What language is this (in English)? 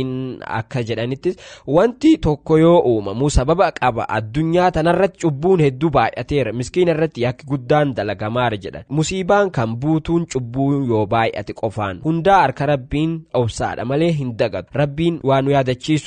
Oromo